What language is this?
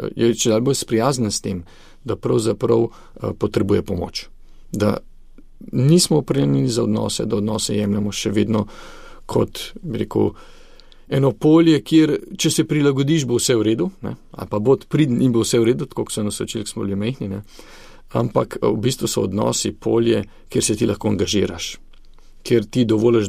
Slovenian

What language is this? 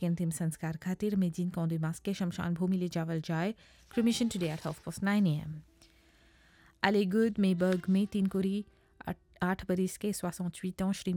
Bhojpuri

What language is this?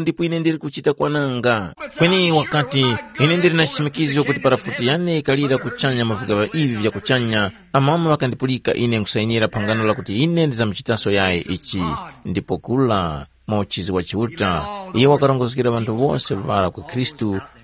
Tumbuka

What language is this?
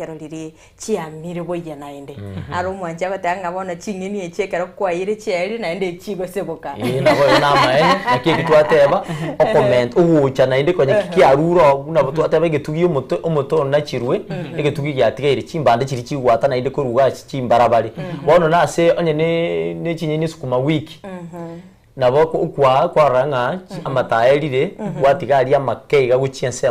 Gusii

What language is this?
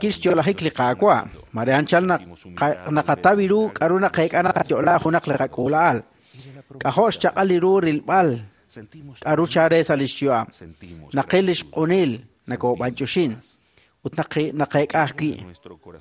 Kekchí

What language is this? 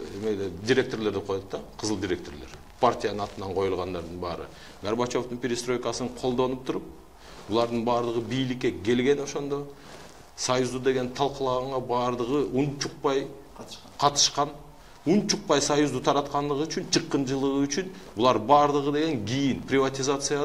Kyrgyz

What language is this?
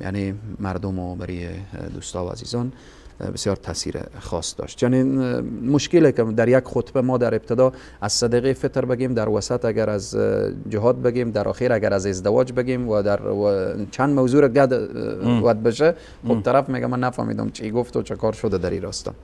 Persian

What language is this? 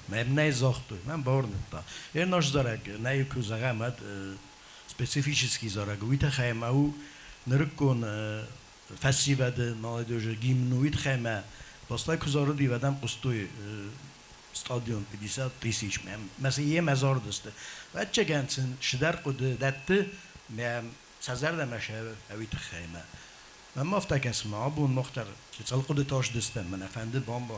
Ossetic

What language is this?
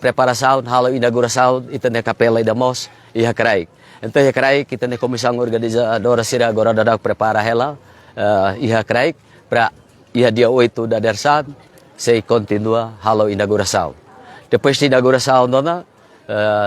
Tetum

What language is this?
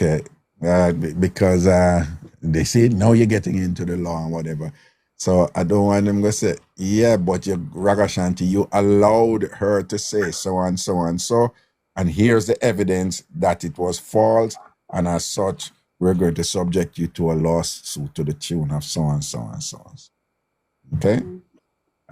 Jamaican Creole English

